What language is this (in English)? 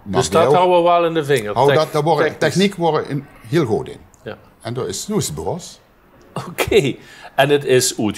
Limburgish